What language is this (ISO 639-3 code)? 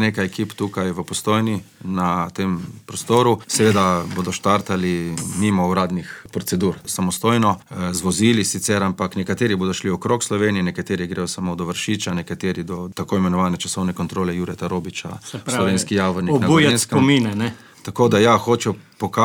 slv